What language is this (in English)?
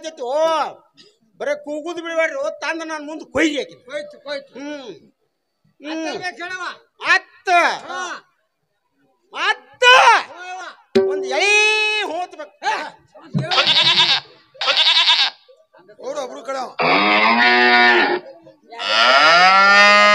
Kannada